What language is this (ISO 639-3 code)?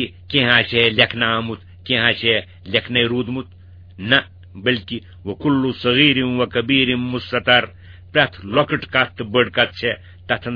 kas